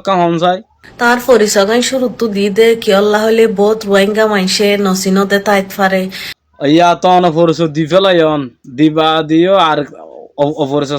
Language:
Rohingya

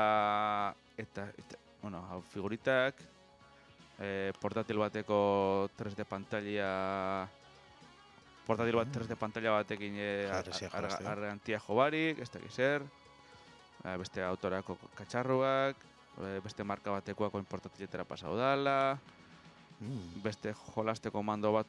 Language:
Basque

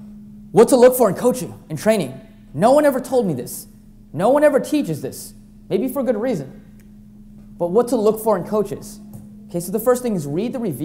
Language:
English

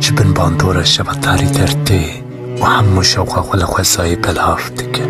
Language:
Kurdish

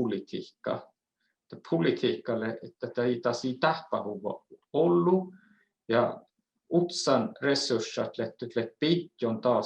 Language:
Northern Sami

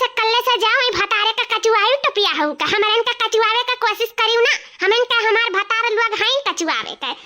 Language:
Awadhi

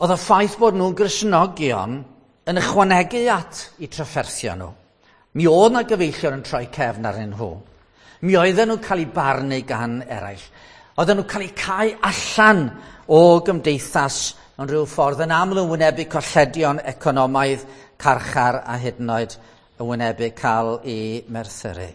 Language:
Welsh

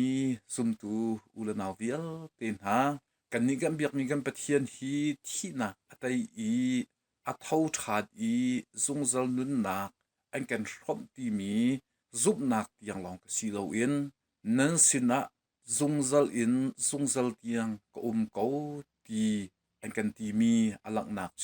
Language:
Hakha Chin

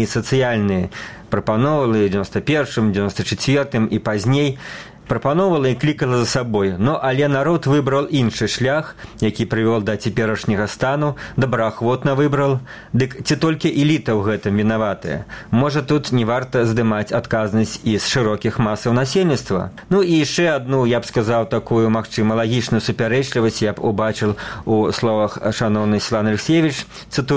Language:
Belarusian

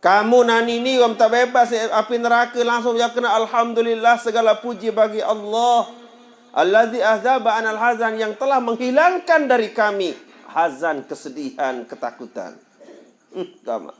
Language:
Sasak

